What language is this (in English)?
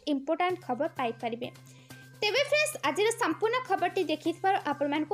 Odia